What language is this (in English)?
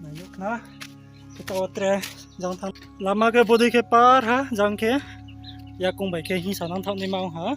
Riang (India)